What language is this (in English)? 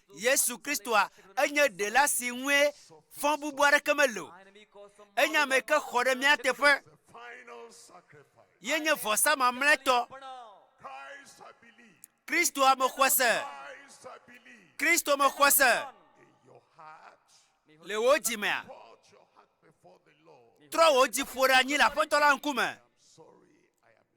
Ewe